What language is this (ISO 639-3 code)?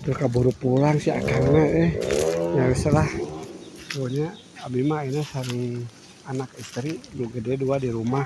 sun